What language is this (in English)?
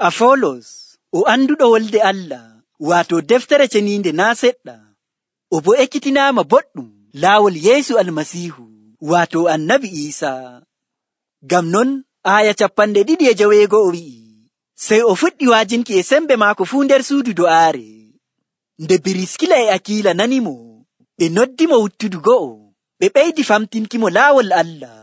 Nigerian Fulfulde